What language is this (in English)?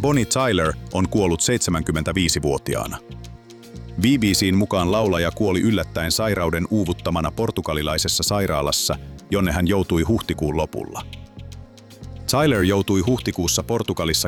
Finnish